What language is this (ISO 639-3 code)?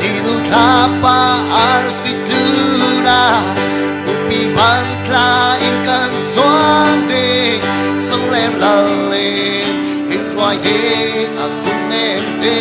cfm